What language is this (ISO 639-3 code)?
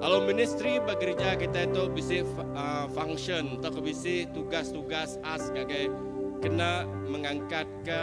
iba